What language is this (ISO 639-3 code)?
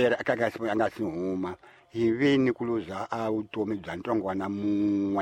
tso